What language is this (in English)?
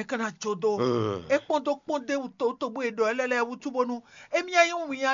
Fon